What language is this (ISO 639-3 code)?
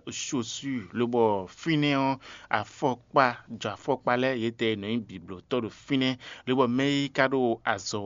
fon